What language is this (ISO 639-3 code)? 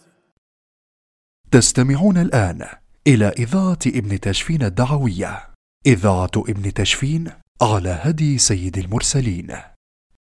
ara